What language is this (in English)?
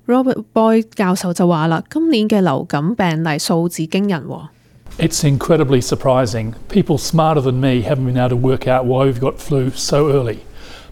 Cantonese